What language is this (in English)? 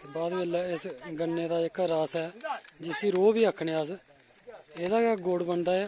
Dogri